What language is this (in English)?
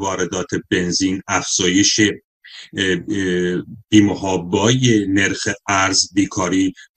Persian